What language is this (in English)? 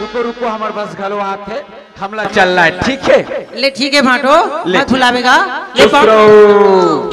Chhattisgarhi